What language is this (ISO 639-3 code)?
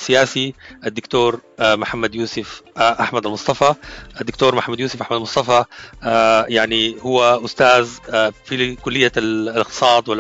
apd